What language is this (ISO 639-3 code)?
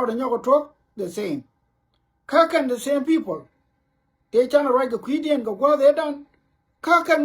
nus